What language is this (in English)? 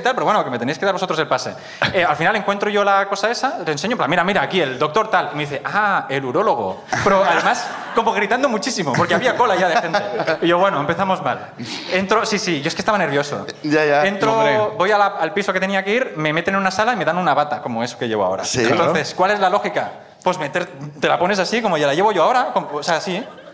Spanish